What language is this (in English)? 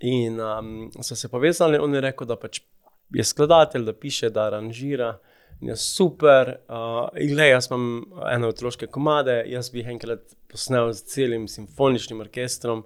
Slovenian